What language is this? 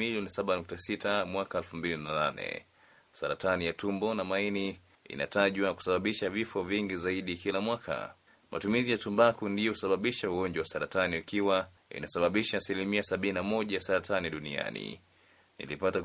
Swahili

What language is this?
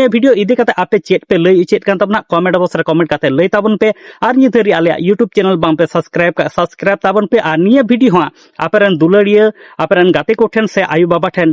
Santali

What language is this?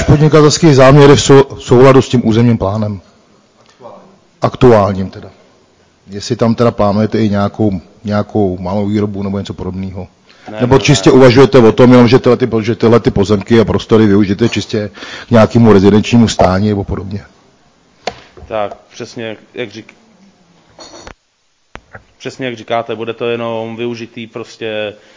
Czech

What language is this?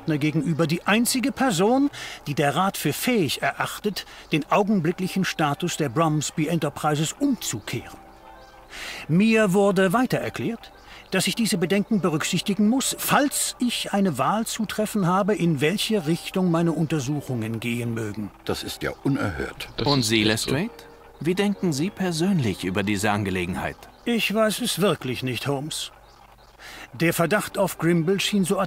German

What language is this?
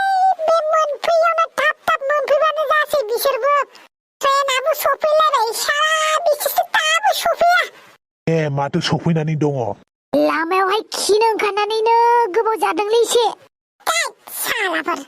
Bodo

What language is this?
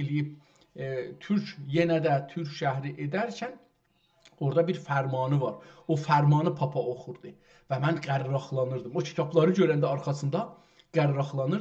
South Azerbaijani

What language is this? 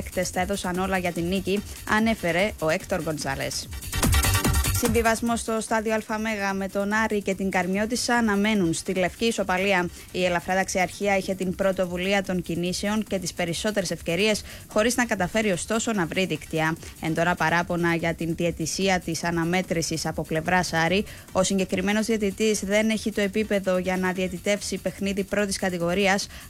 Greek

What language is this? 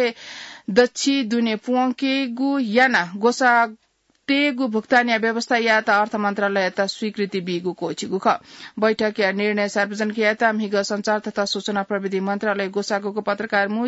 Newari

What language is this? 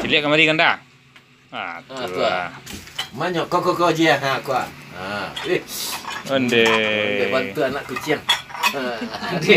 Minangkabau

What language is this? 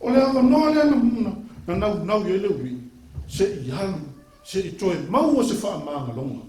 Samoan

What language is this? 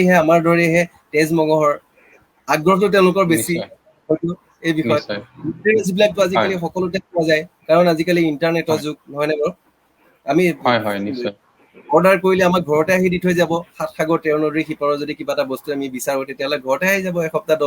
Assamese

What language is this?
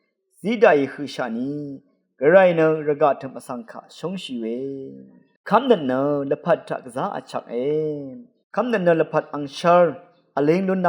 Rawang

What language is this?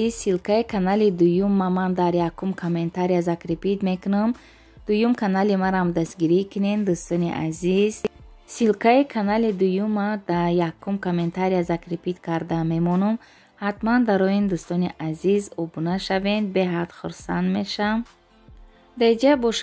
Tajik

